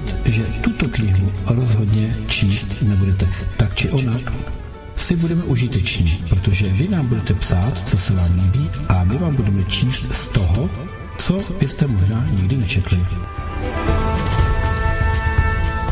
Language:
Czech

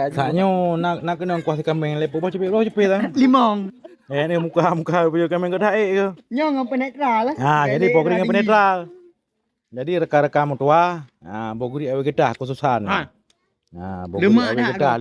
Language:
Achinese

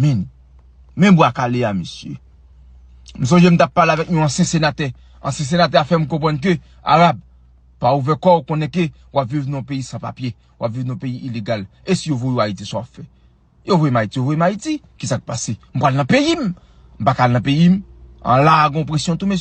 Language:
Haitian Creole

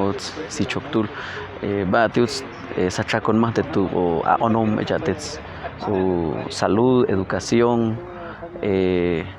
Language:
Ixil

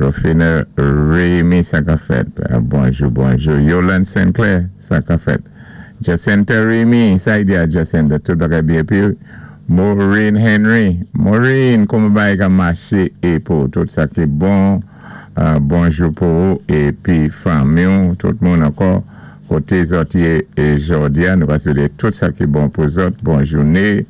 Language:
Saint Lucian Creole French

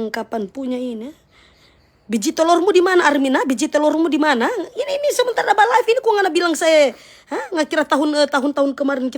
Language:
Manado Malay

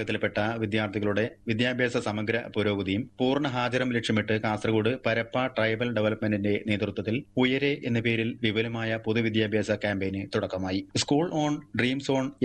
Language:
Malayalam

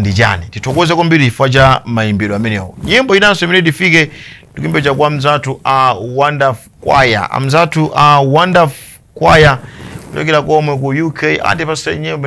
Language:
Nyanja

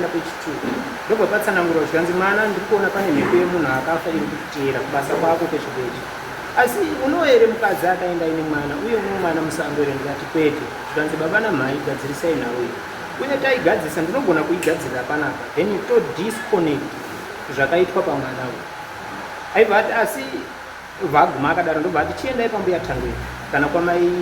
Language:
Shona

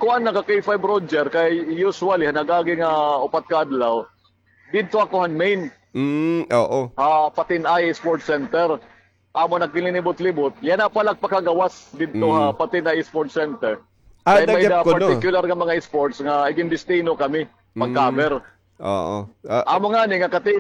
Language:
Waray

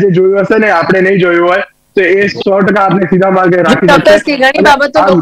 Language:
Gujarati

